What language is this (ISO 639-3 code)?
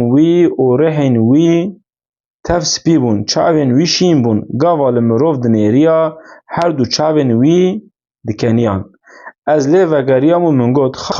kur